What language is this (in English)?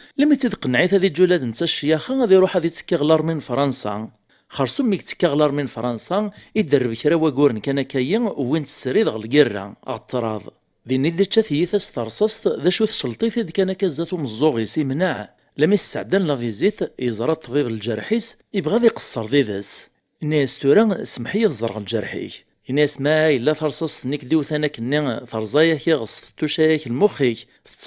Kabyle